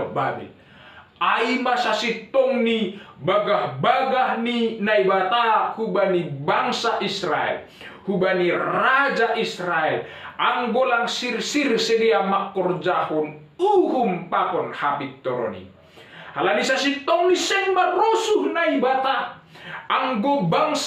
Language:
Batak Simalungun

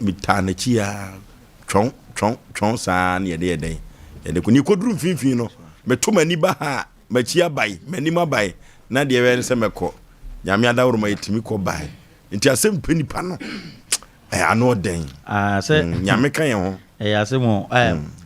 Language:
Akan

